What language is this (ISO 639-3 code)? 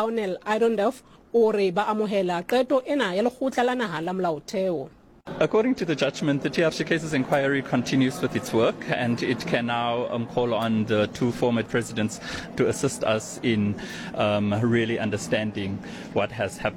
sot